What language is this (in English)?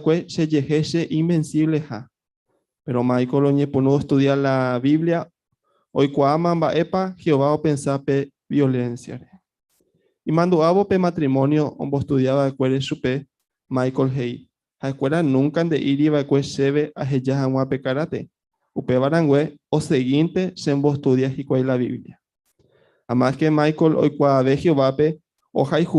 Guarani